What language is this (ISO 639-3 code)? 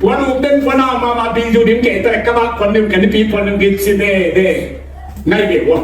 ctd